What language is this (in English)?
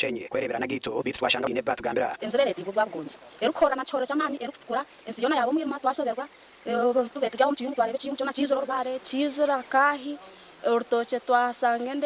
Nyankole